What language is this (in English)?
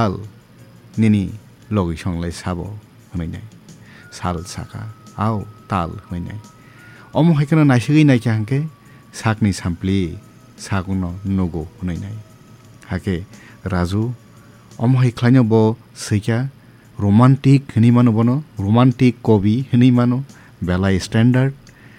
Kok Borok